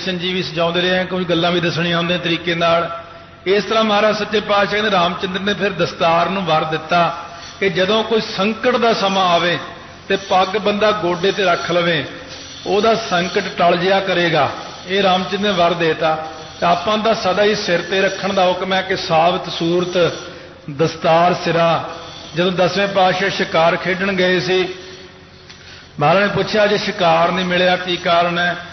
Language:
Punjabi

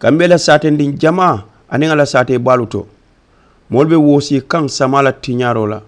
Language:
Mandingo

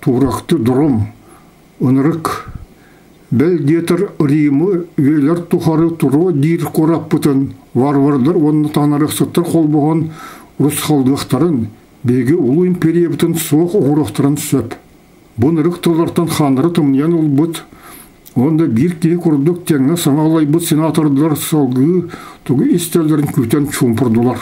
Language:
Yakut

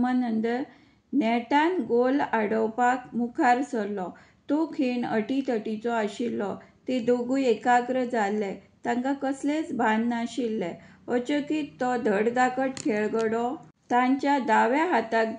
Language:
Konkani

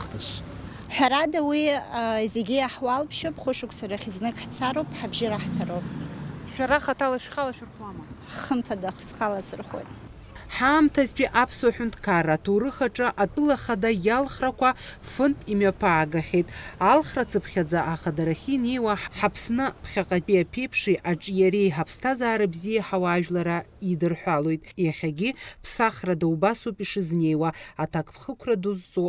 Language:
Abkhazian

